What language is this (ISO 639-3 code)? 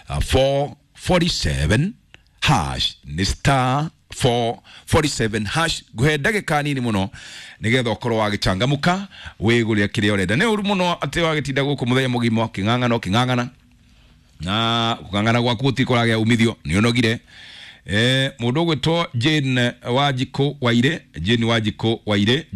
kik